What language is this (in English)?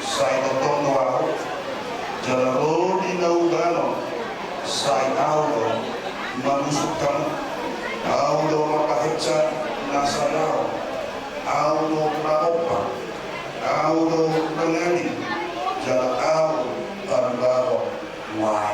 Batak Toba